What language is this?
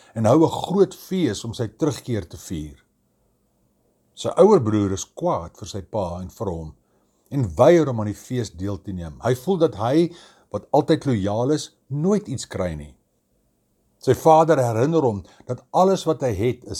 Afrikaans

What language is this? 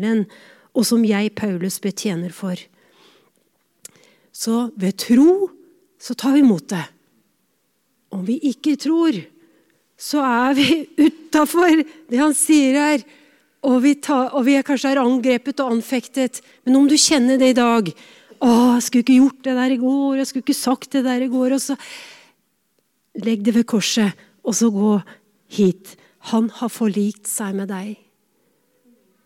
Norwegian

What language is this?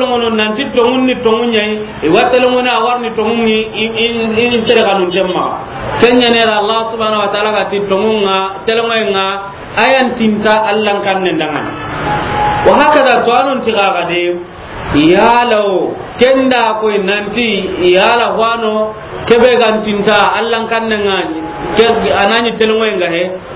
Soninke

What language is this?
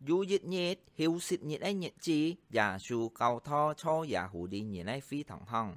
Hakka Chinese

